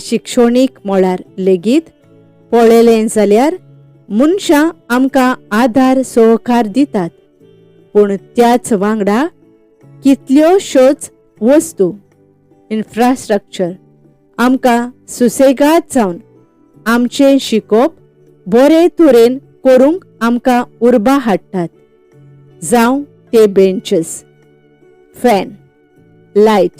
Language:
Konkani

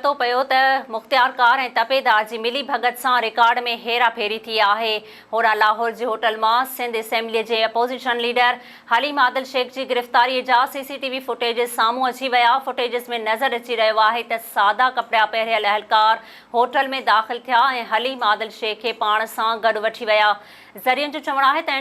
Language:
Sindhi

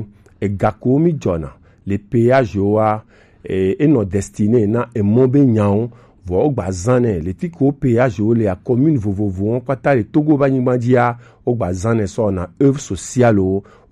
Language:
Gen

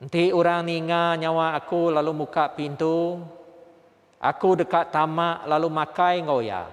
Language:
Iban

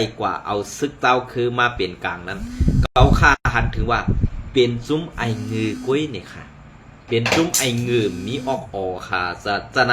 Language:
Shan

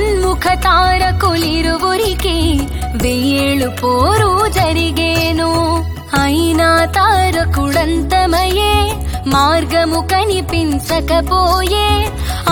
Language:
Telugu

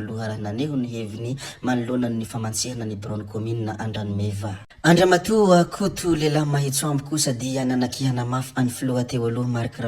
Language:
Malagasy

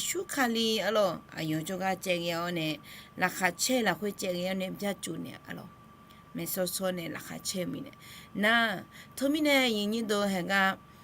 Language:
Akha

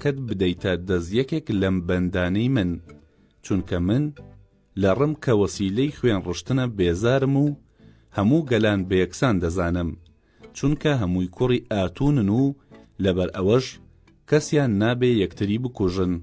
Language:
Central Kurdish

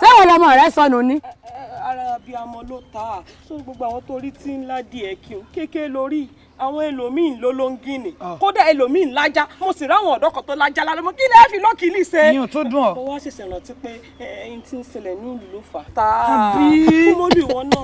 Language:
Yoruba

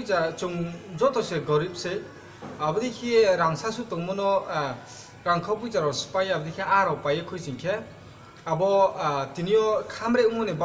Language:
Riang (India)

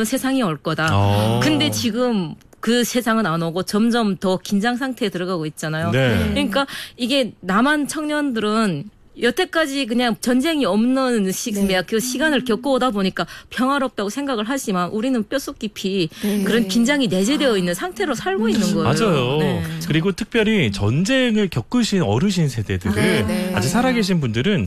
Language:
Korean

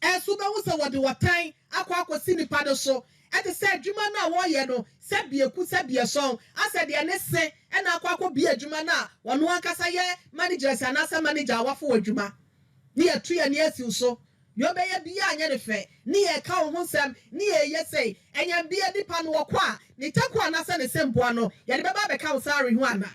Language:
Akan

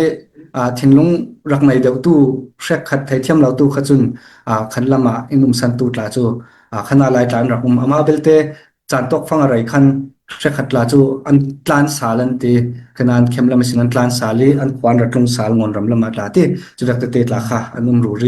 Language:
Falam Chin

